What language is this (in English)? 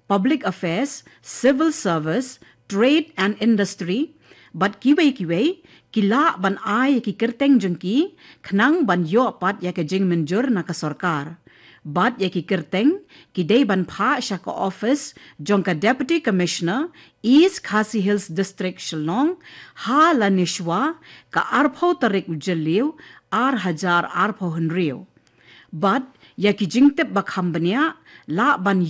Khasi